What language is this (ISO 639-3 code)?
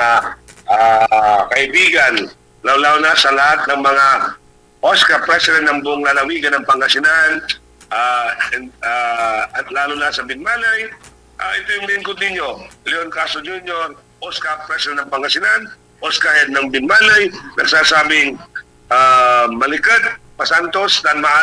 pag